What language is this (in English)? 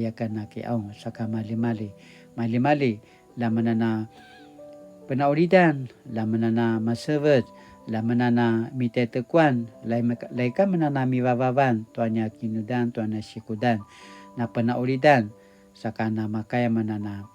Paiwan